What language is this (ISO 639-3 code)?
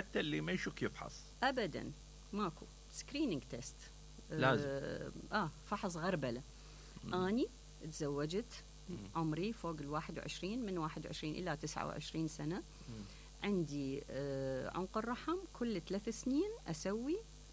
acm